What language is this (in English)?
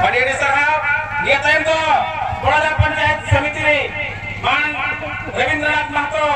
Santali